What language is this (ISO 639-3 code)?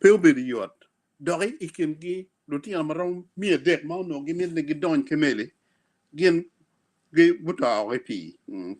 ach